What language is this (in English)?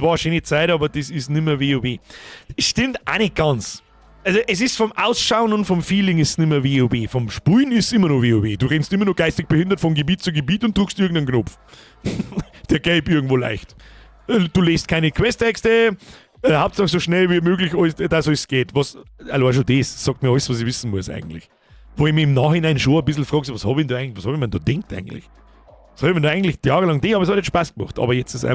Bavarian